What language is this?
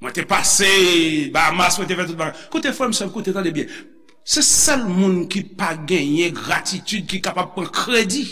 Haitian Creole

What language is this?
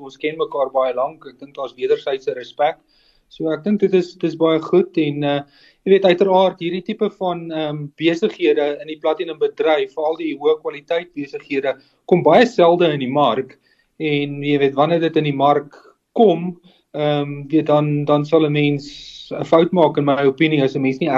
Afrikaans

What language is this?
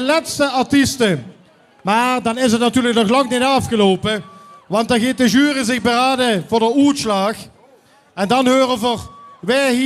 Limburgish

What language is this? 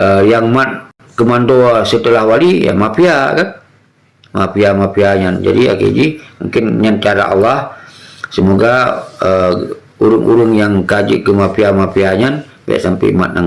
Achinese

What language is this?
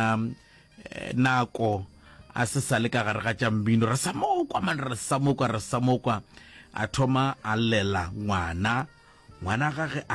Northern Sotho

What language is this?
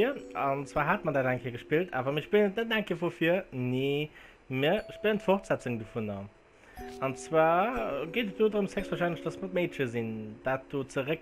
Luxembourgish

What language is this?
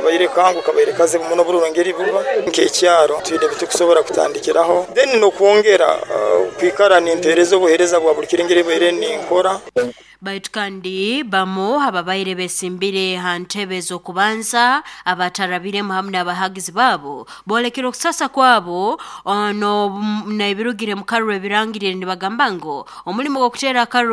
Nyoro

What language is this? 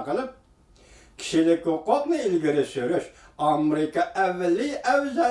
Uyghur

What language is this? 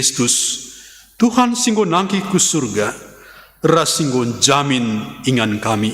Batak Karo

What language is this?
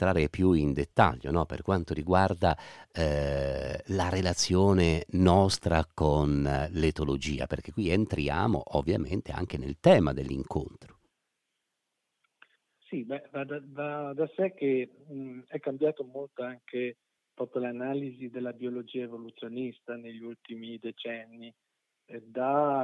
Italian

